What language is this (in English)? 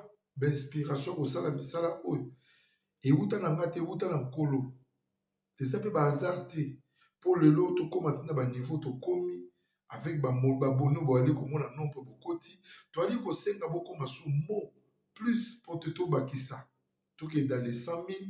Lingala